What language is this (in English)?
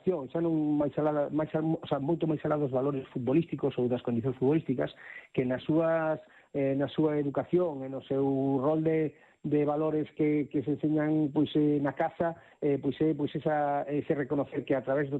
Galician